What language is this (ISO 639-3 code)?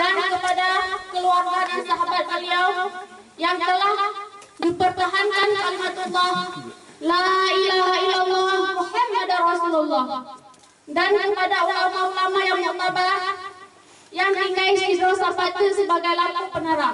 ace